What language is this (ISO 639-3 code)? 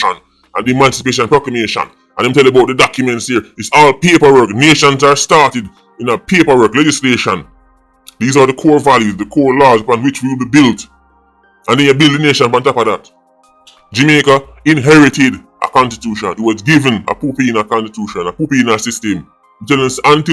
jam